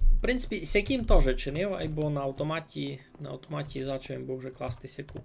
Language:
Rusyn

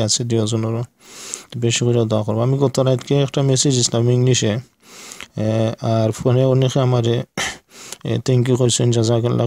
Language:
Sylheti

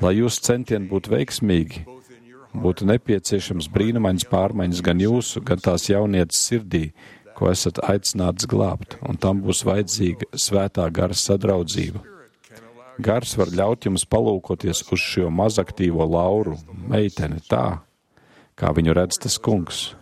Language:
Latvian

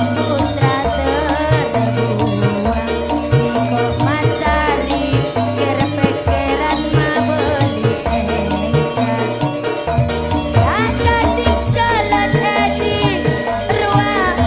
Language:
Madurese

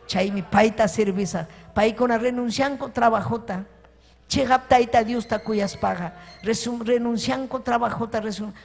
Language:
Ayacucho Quechua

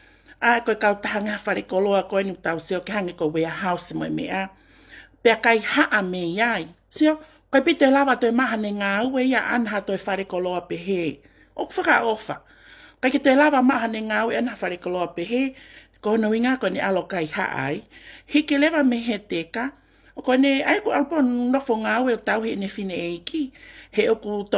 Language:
Tongan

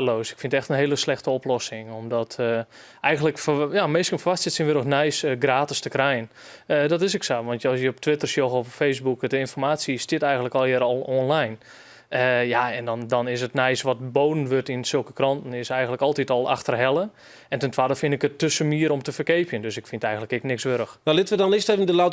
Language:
Western Frisian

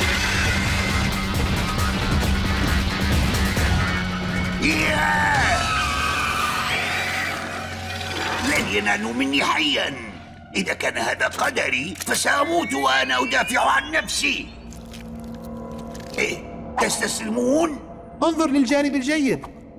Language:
Arabic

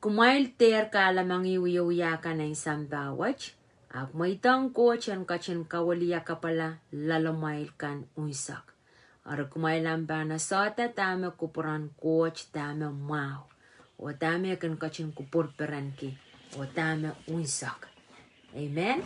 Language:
Pohnpeian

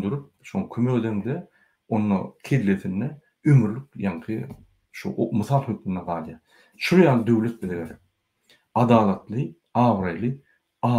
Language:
Turkmen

